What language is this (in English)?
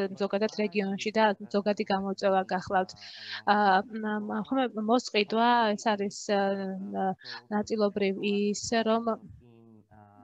Georgian